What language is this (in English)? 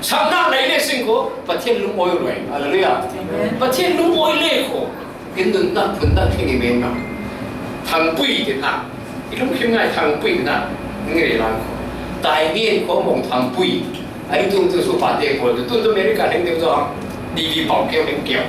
Falam Chin